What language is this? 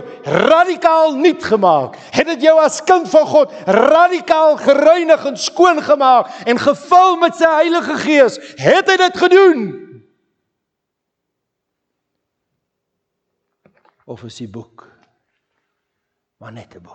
Afrikaans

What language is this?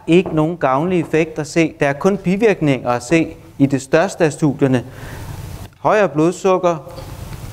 Danish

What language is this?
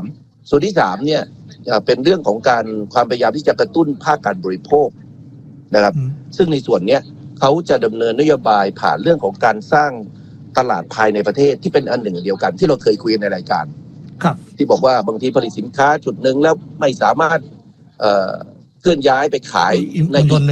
Thai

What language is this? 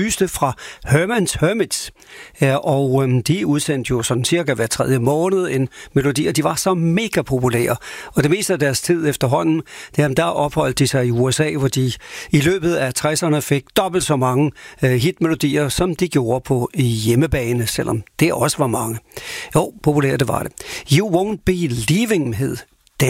Danish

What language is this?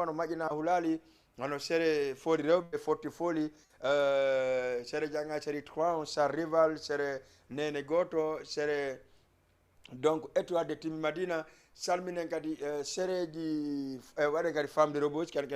Fula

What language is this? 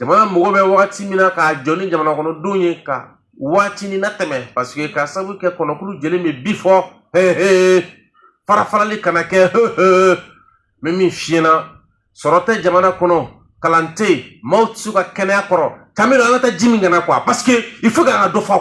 Bambara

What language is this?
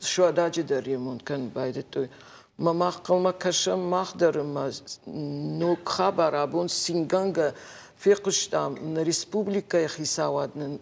Ossetic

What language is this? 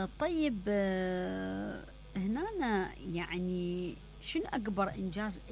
Mesopotamian Arabic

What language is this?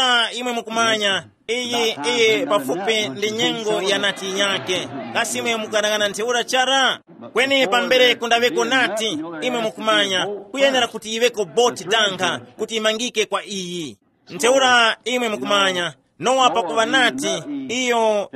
Tumbuka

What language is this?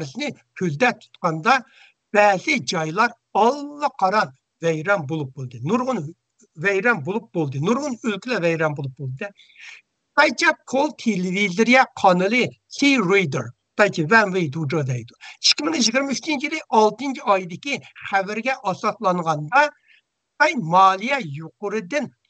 Uyghur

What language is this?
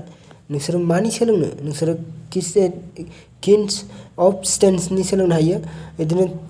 Bodo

